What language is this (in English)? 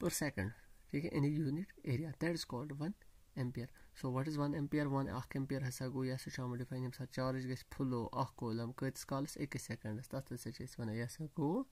Kashmiri